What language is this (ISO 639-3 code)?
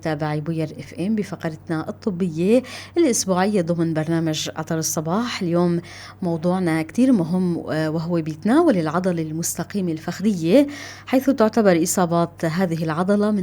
apc